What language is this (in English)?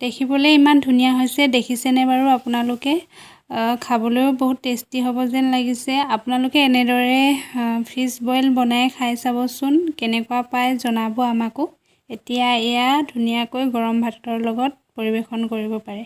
Assamese